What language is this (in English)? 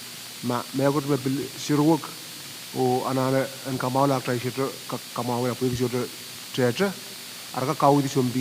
Pohnpeian